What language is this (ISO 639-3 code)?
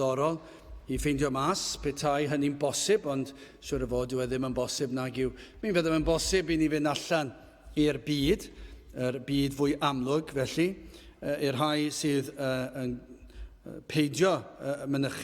cym